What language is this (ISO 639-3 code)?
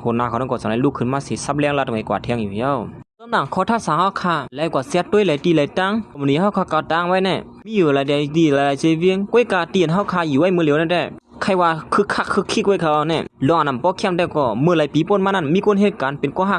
shn